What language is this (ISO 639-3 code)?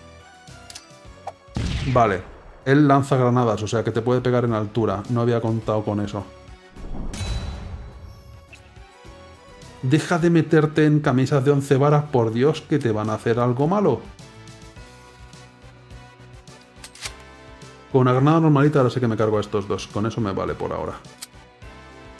spa